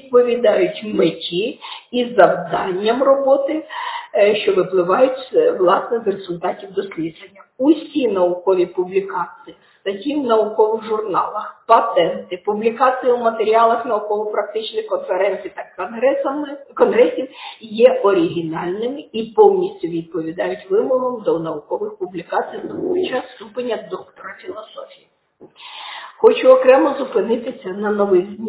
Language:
Ukrainian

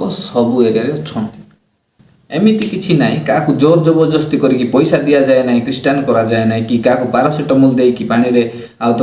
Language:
Odia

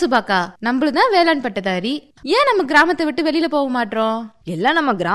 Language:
Tamil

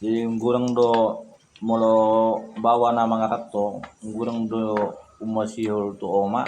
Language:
Batak Toba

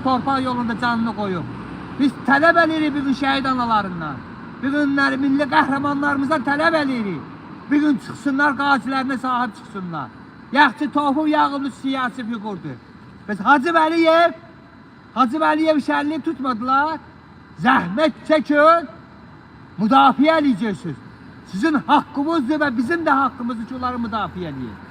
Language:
Azerbaijani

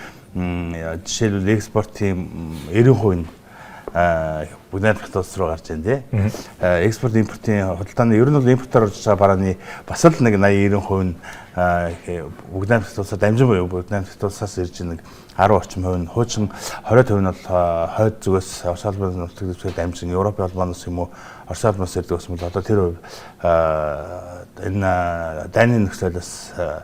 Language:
Mongolian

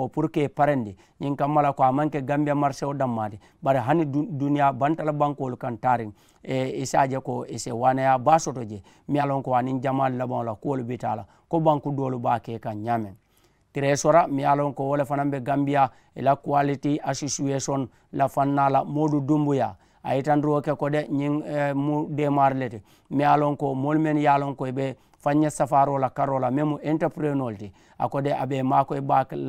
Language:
Mandingo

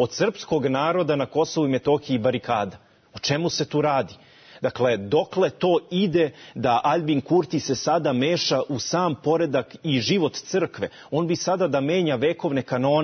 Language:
Serbian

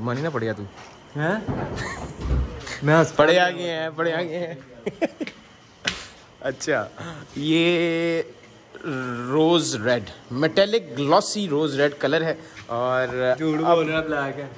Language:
Hindi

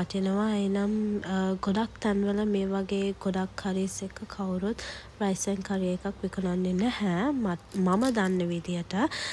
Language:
Sinhala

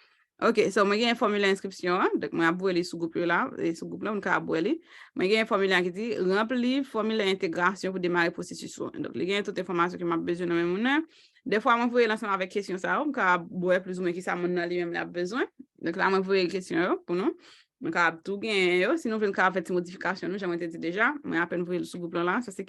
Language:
Haitian Creole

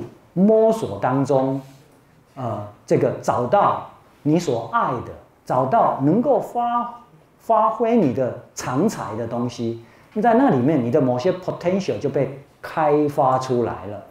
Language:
Chinese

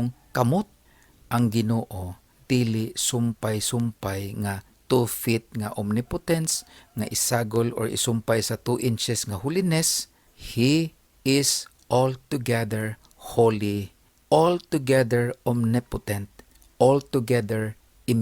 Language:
Cebuano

